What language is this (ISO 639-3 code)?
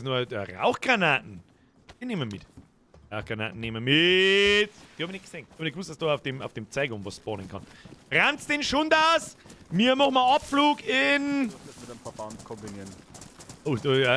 bar